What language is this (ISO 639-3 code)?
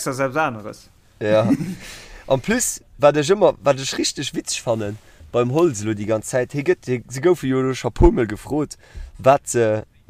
ltz